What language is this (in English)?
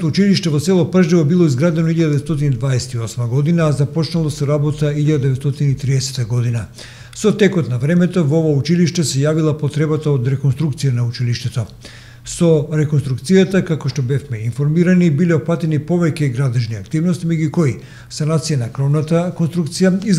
Macedonian